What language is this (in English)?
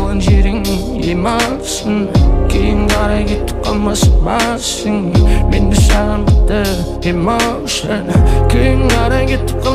Kazakh